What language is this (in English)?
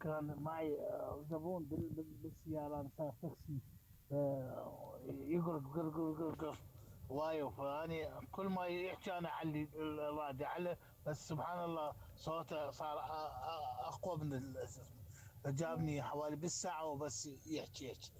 Mesopotamian Arabic